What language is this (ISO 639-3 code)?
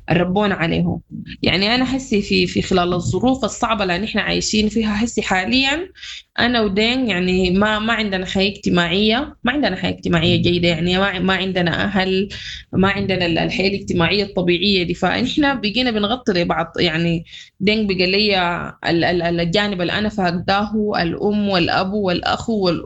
apd